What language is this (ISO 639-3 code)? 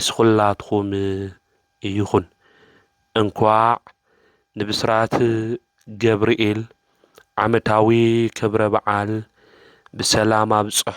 tir